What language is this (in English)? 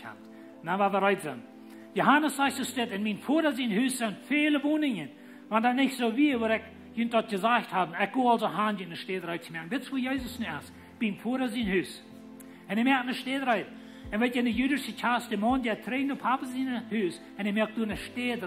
Plautdietsch